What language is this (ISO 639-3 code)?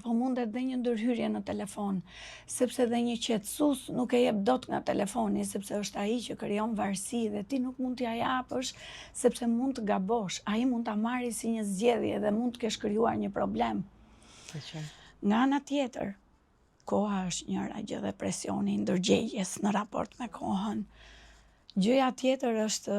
sqi